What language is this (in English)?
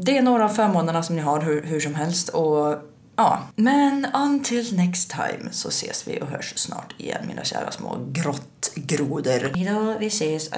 Swedish